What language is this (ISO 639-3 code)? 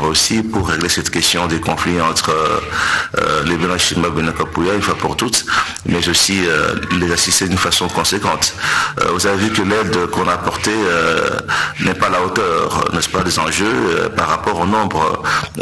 fra